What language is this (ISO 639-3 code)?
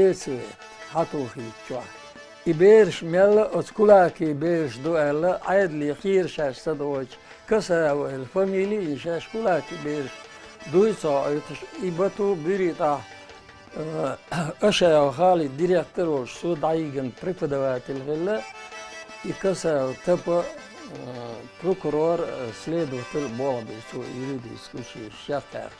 che